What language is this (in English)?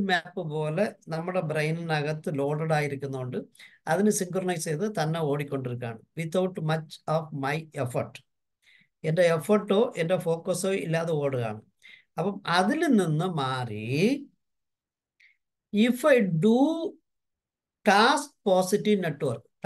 Malayalam